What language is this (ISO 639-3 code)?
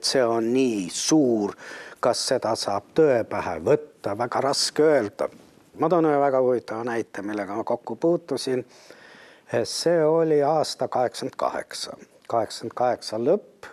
est